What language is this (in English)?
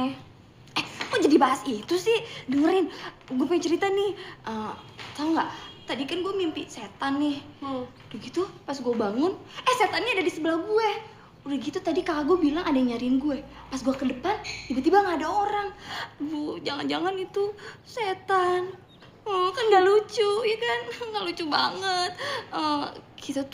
Indonesian